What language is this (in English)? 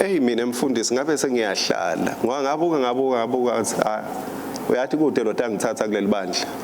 Swati